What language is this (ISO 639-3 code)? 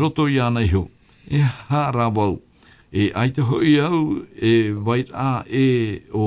tah